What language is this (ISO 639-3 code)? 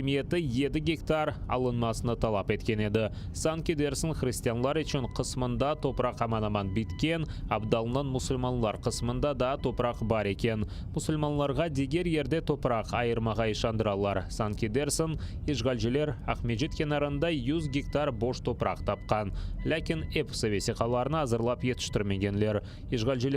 crh